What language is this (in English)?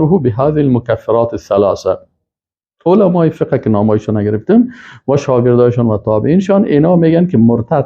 Persian